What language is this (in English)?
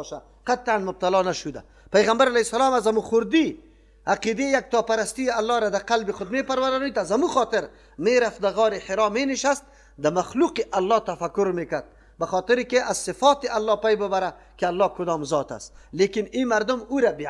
Persian